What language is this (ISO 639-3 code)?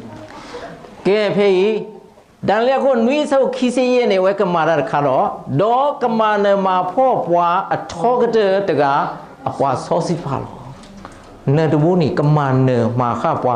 ksw